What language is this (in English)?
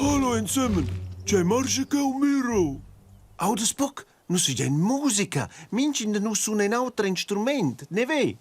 Romansh